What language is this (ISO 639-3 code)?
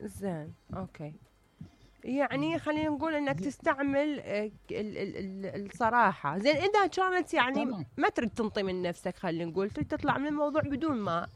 acm